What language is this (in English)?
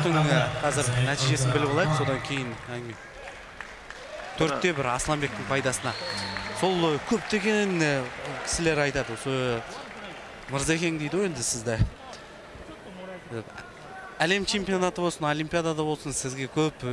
Kazakh